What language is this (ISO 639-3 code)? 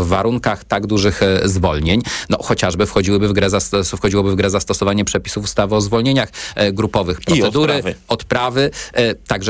pol